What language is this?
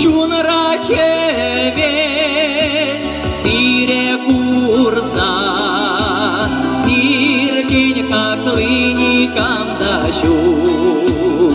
Chuvash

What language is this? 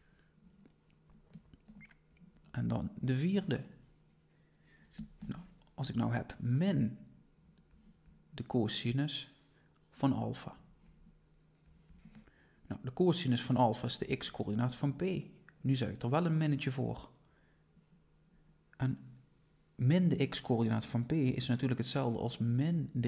Dutch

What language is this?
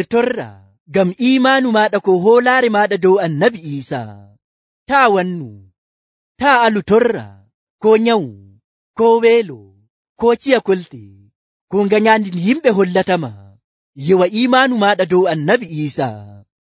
Nigerian Fulfulde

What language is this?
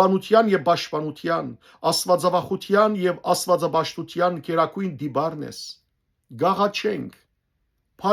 Western Armenian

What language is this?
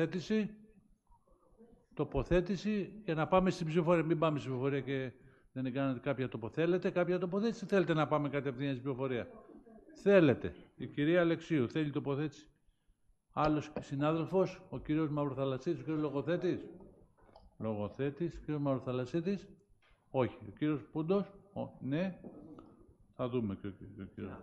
Greek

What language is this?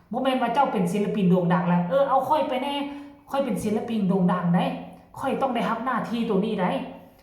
Northeastern Thai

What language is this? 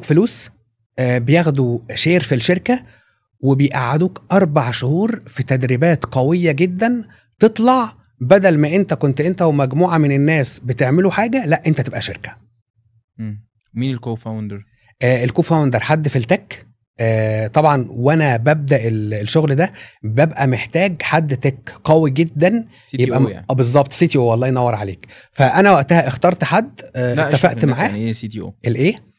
Egyptian Arabic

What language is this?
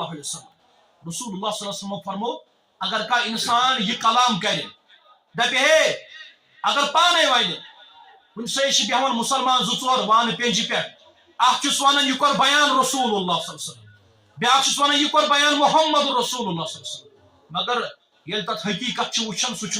Kashmiri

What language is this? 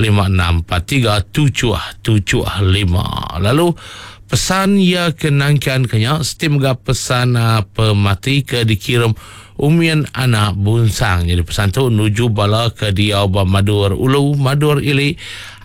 Iban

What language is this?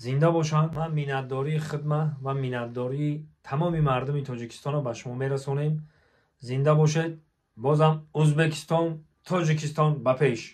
Tajik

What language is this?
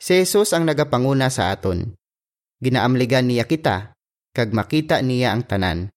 Hiligaynon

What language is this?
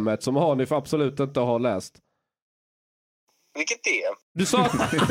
Swedish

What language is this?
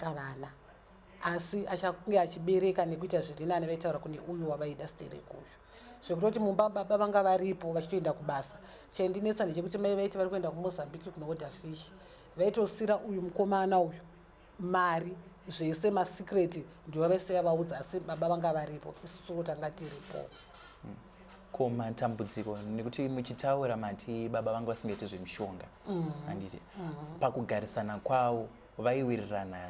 Shona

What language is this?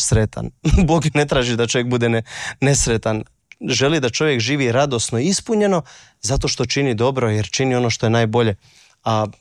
Croatian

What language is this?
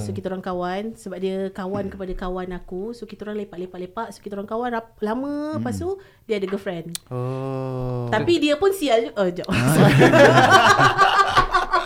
Malay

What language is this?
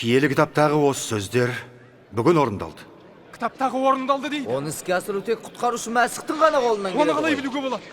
Kazakh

